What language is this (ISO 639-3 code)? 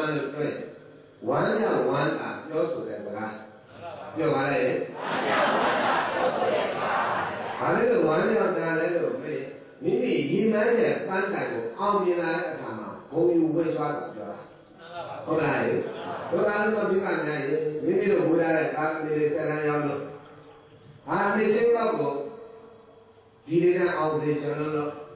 mya